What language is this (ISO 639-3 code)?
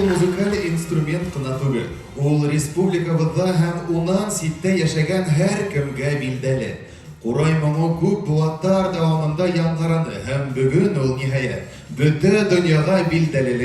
bak